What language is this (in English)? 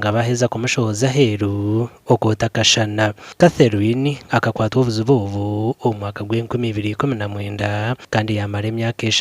Nyankole